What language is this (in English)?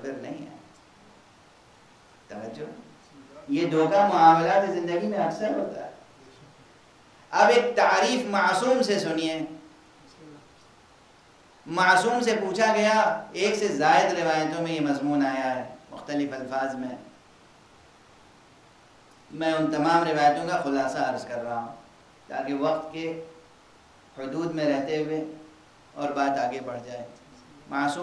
Urdu